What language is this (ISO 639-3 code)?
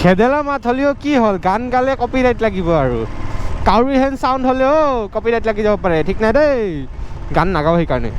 asm